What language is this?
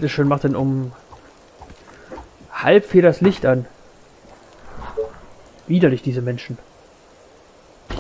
German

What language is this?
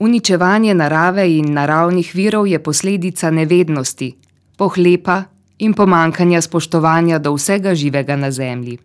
Slovenian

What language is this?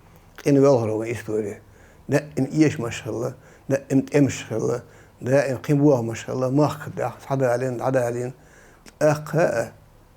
Chechen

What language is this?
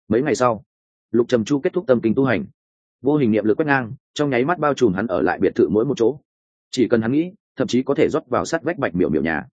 Vietnamese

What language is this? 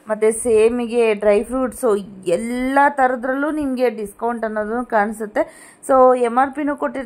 Kannada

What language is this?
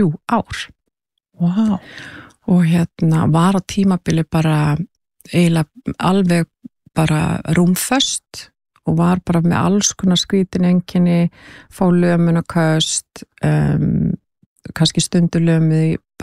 Icelandic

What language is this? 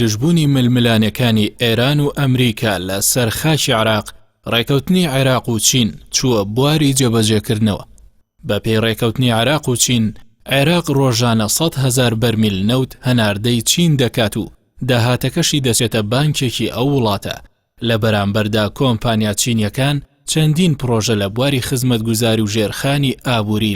Central Kurdish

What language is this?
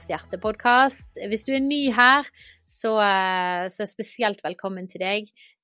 Norwegian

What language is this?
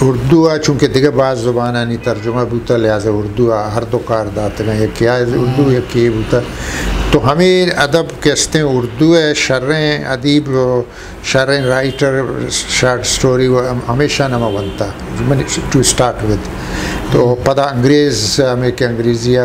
Eastern Balochi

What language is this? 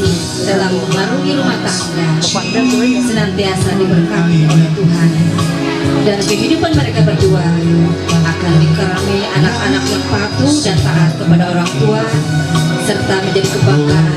Ma'anyan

